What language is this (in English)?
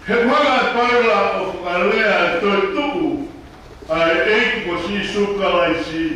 Tongan